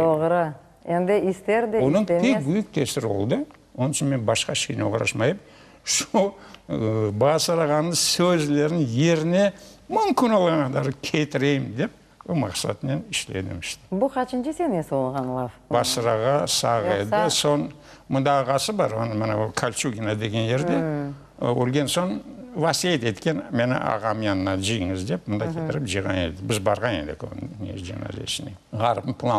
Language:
Crimean Tatar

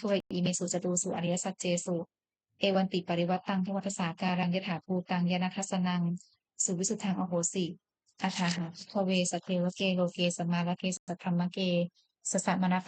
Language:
Pali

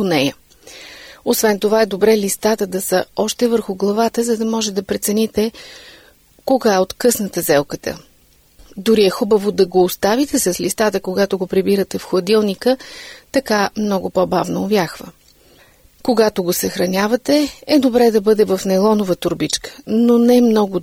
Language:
Bulgarian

